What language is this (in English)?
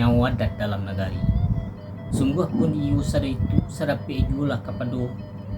Minangkabau